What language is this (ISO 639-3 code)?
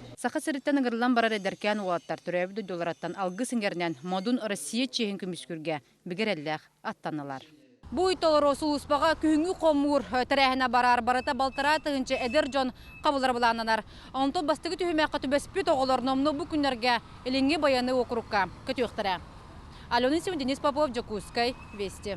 sah